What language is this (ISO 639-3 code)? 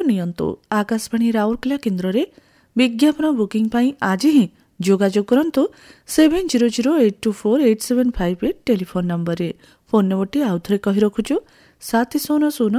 ori